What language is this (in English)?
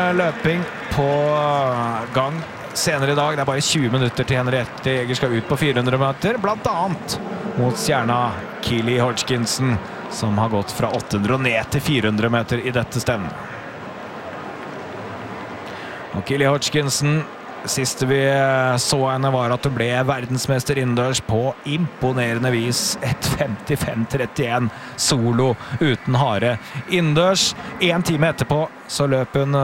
Norwegian